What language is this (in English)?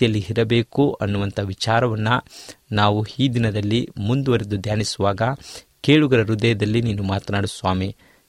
Kannada